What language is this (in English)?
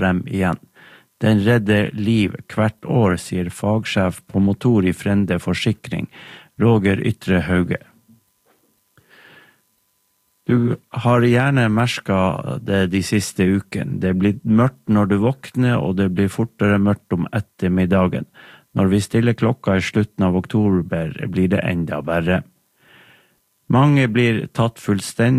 Norwegian